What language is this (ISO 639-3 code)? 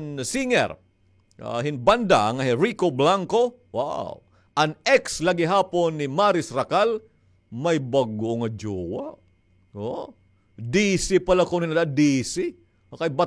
war